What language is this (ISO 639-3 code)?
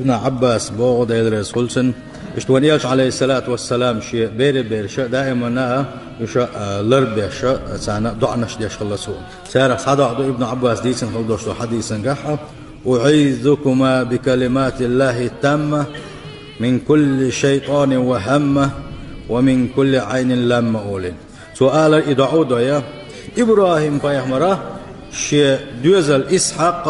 che